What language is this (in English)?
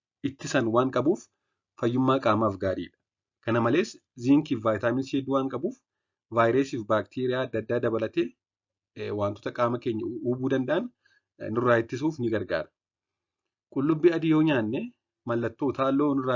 Oromo